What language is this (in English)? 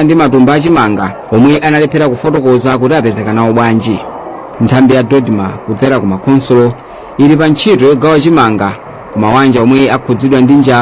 Nyanja